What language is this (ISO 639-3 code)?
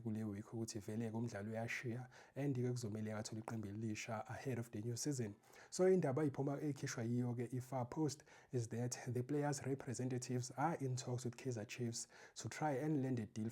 zul